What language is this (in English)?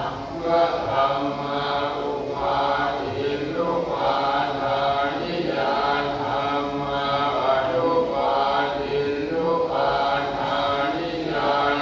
Pali